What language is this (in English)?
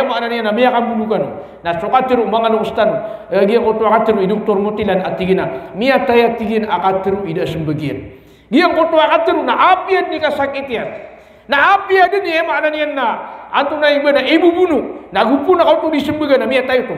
Maranao